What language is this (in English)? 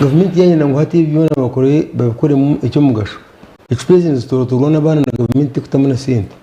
Nyankole